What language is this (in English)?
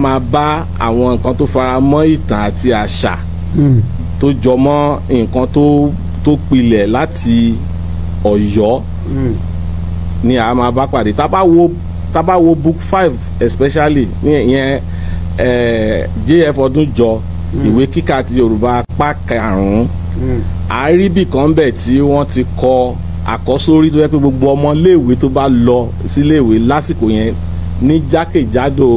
Yoruba